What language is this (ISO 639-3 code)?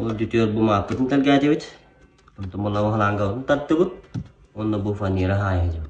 sah